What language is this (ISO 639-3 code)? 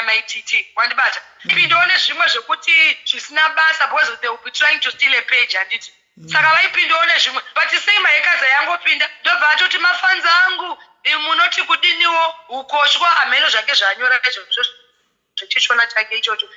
sna